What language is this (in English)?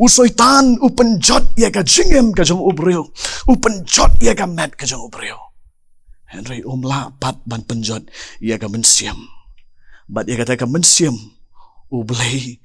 Khasi